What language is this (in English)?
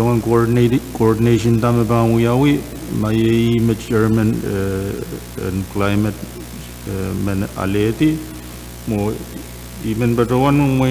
Pohnpeian